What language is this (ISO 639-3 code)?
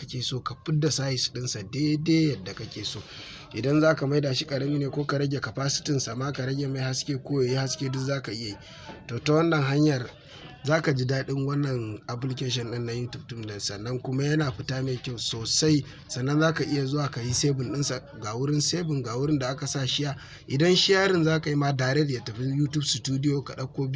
hau